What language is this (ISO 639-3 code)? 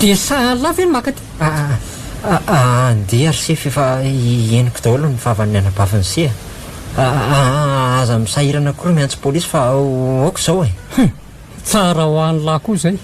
mlg